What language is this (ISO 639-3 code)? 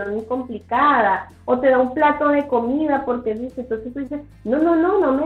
spa